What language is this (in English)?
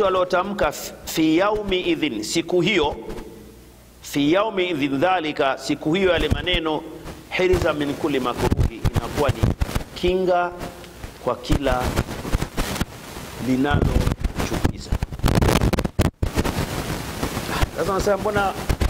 Swahili